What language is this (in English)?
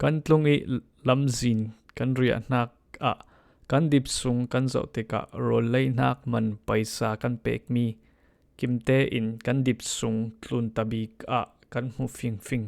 Falam Chin